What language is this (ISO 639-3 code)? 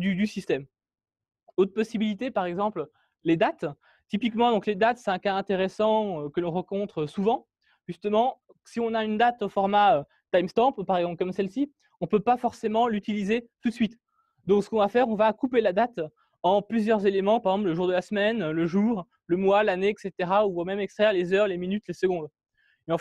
fra